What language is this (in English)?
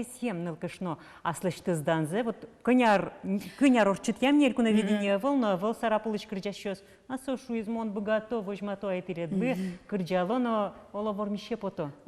Udmurt